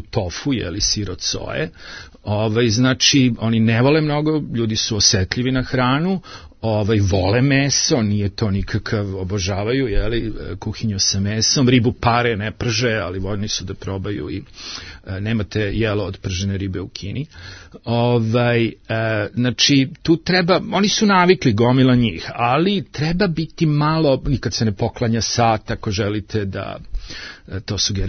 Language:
Serbian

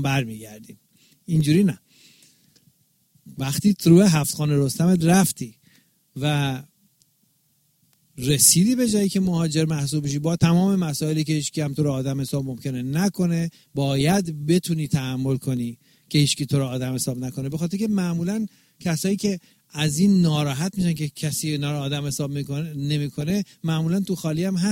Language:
Persian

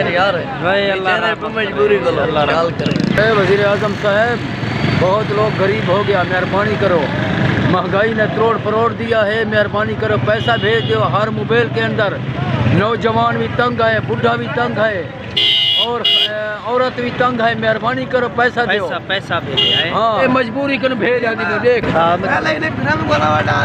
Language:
Saraiki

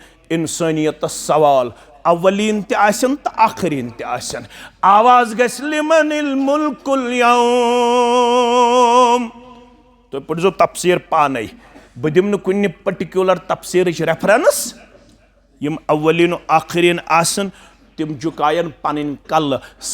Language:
Kashmiri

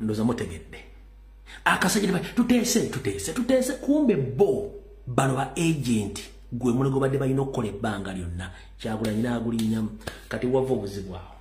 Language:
Ganda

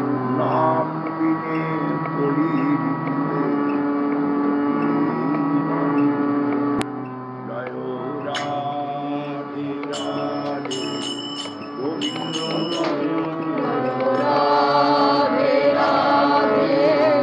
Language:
Bangla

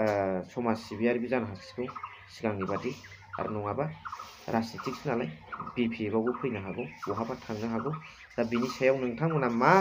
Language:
Bodo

